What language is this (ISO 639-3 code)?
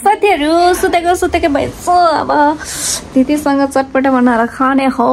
nep